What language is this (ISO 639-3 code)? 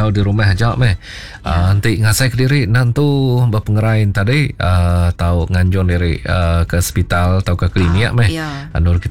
iba